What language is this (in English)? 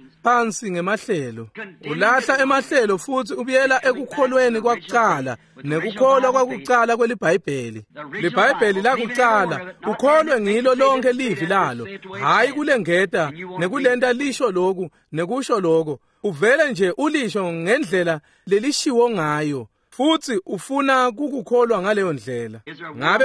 Swati